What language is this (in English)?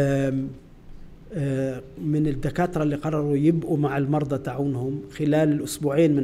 North Levantine Arabic